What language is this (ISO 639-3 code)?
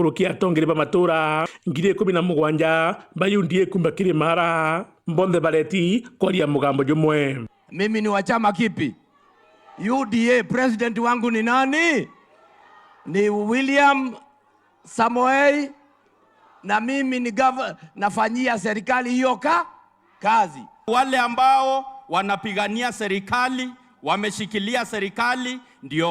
mer